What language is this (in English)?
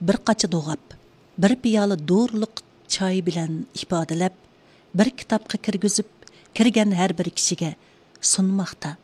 Uyghur